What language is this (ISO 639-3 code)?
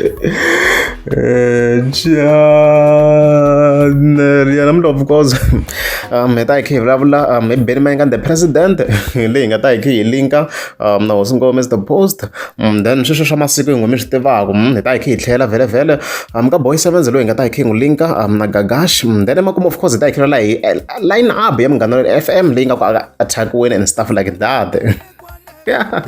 tso